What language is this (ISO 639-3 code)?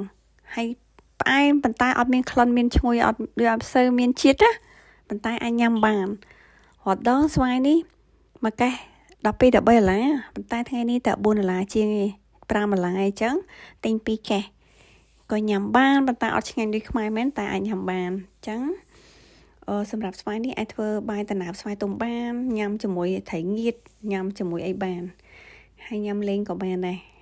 khm